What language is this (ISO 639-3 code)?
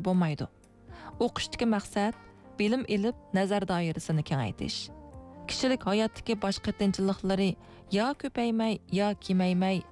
uig